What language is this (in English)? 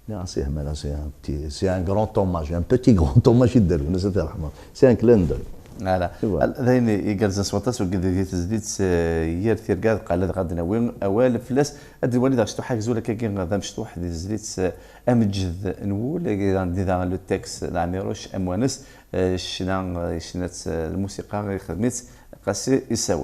Kabyle